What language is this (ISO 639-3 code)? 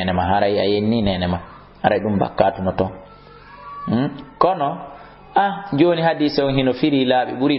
ful